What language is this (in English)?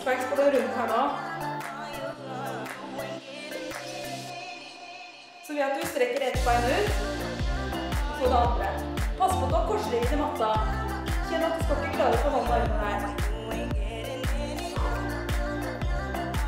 Norwegian